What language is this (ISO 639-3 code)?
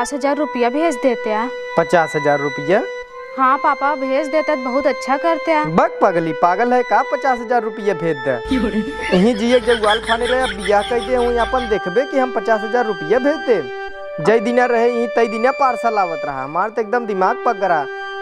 awa